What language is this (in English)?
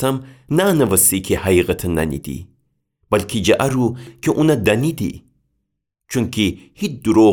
Gilaki